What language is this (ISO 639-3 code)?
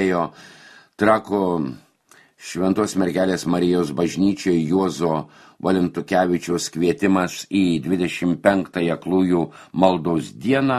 lit